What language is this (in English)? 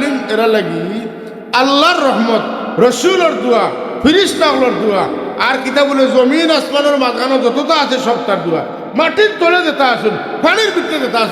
Sylheti